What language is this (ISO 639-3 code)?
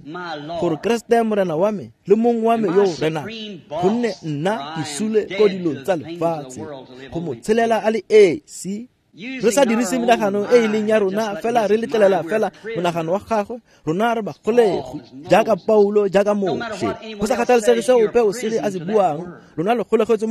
tsn